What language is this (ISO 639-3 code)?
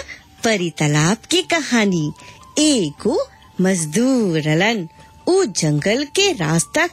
bho